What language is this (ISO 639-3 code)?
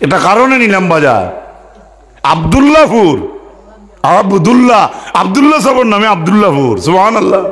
syl